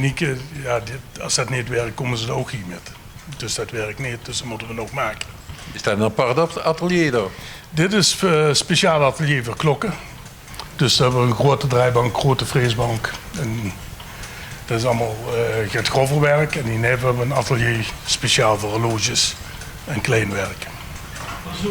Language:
Limburgish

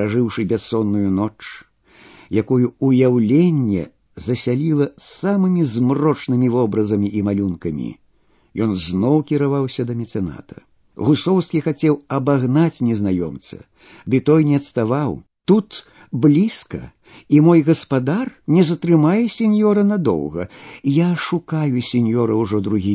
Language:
Belarusian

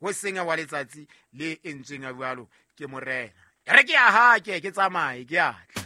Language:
Southern Sotho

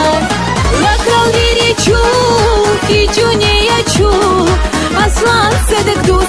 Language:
Lak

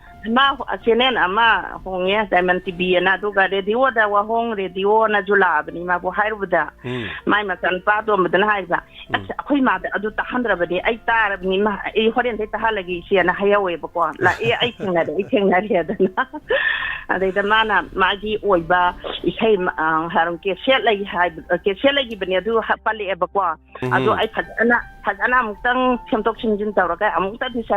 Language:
Manipuri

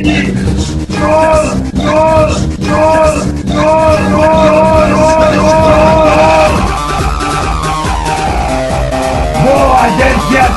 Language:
Slovak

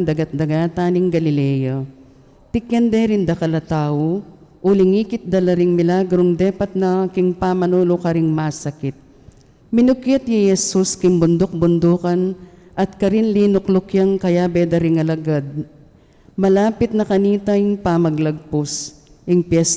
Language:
Pampanga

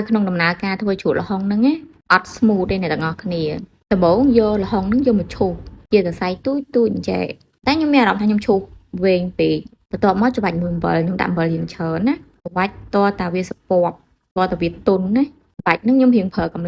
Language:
Khmer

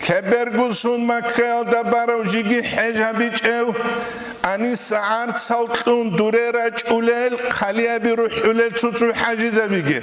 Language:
Avaric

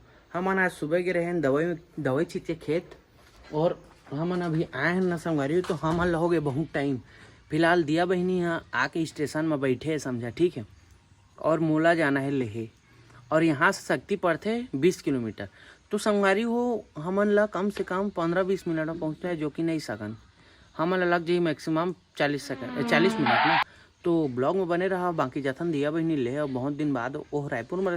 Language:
Chhattisgarhi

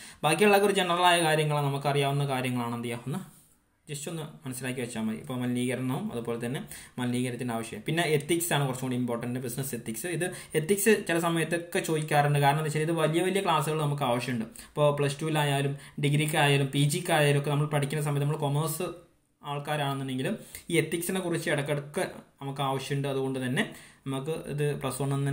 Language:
Malayalam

